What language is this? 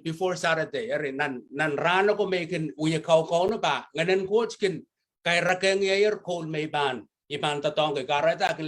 Pohnpeian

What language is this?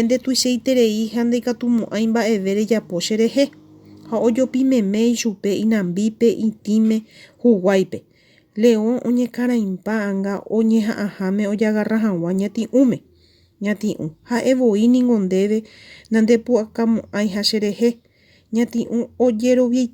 Guarani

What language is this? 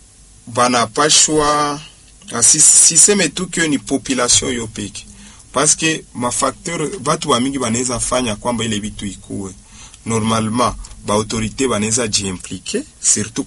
Swahili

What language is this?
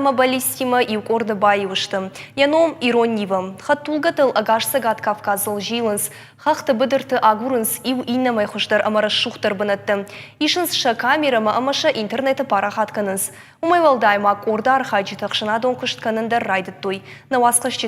Ossetic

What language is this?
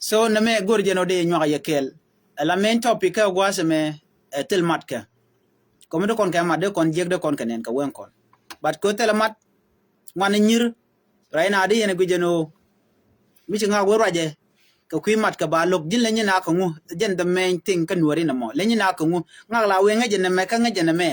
Nuer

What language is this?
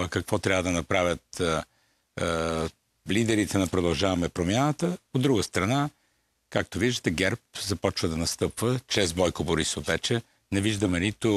Bulgarian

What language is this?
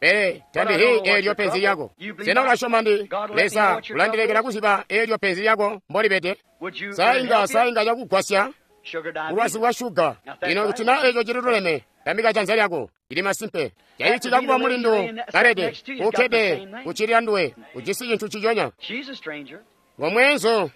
Tonga (Zambia)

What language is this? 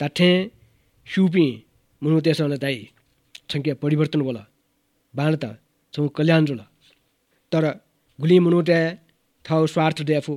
Newari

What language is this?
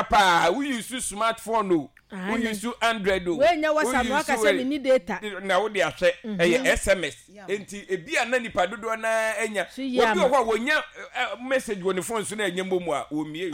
Akan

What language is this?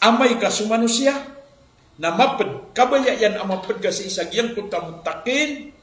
Maranao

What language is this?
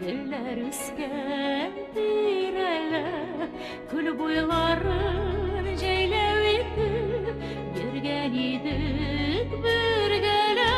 Tatar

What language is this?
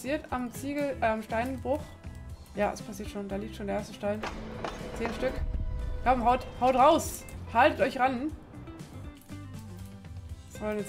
German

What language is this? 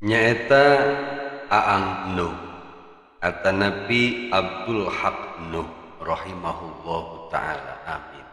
Sundanese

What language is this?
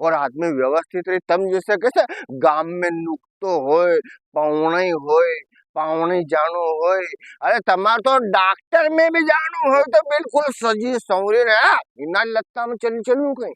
Rajasthani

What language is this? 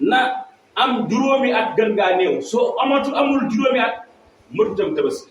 Wolof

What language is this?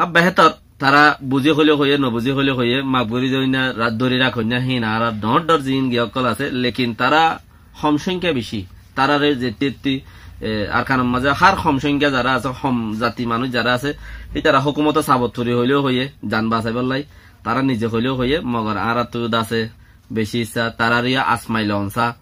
Rohingya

